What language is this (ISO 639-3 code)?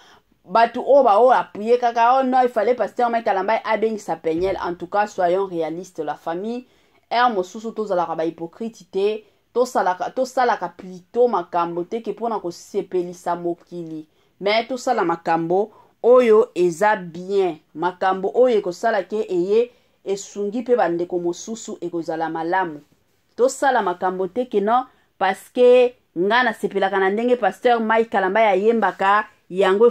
lin